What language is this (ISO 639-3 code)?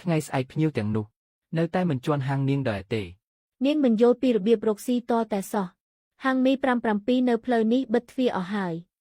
khm